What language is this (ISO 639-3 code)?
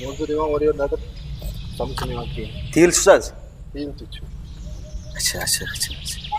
kas